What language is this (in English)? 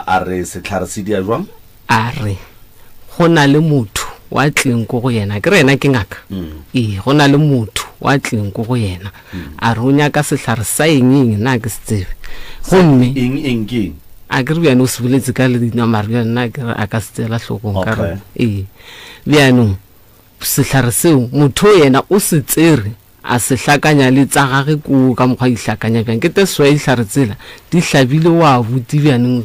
Northern Sotho